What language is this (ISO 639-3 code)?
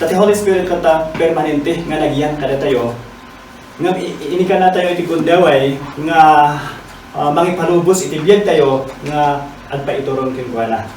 ilo